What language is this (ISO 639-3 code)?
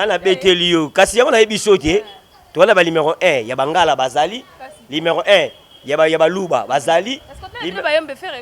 lin